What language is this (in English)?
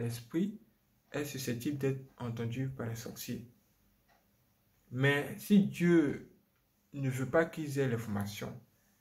French